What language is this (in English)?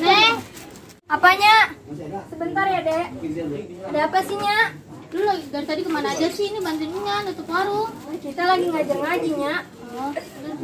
Betawi